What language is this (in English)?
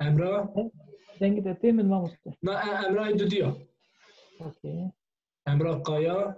Kurdish